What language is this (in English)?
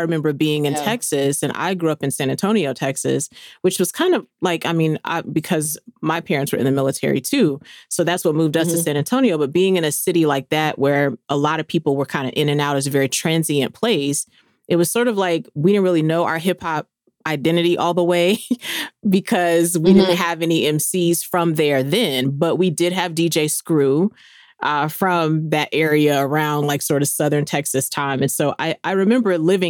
English